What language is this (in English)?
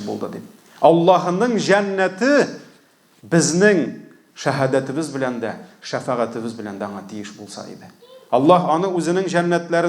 Tatar